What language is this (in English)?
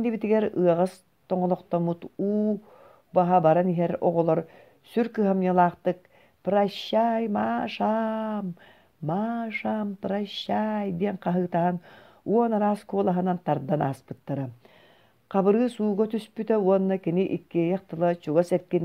Yakut